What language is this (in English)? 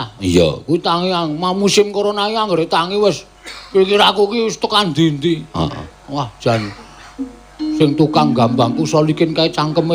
Javanese